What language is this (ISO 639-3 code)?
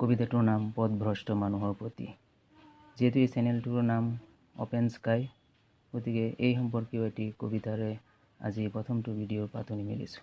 asm